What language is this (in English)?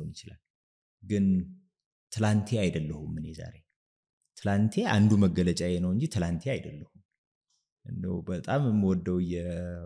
Amharic